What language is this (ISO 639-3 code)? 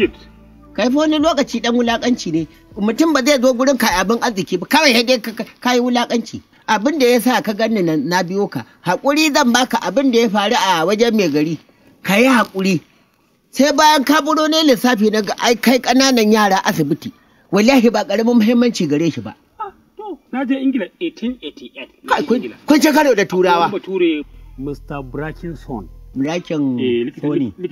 hau